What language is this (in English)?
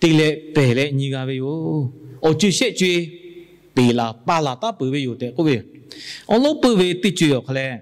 Lahu